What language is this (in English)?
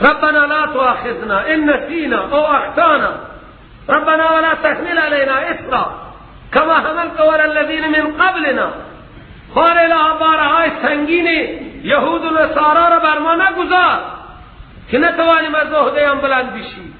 Persian